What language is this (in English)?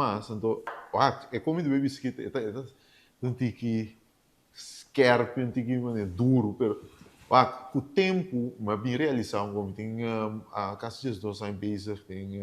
Papiamento